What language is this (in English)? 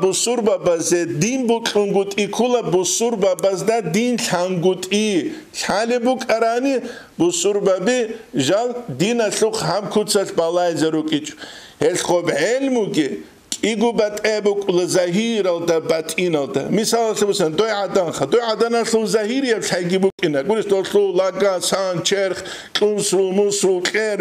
Avaric